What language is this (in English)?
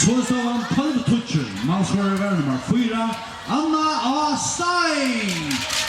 Faroese